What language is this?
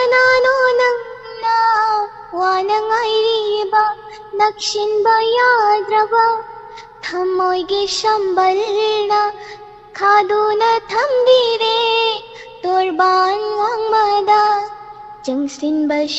Manipuri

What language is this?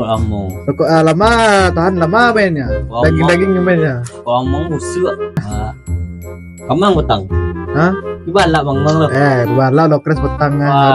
Minangkabau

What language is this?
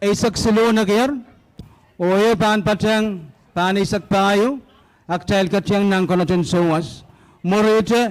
Pohnpeian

